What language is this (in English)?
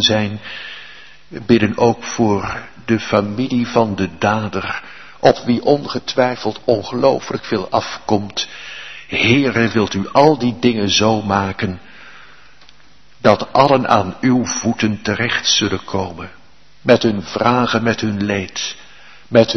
Dutch